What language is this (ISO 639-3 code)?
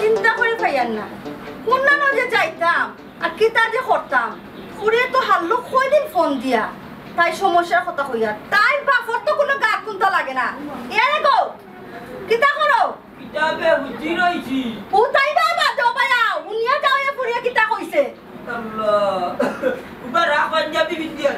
syl